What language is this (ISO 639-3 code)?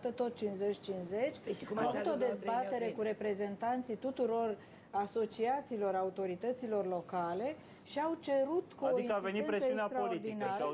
ron